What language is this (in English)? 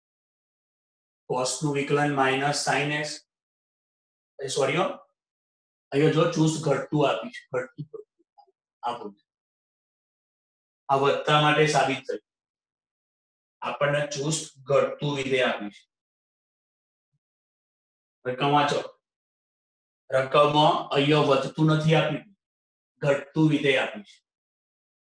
Gujarati